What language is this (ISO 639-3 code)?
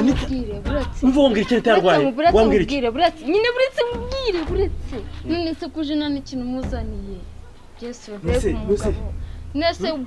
kin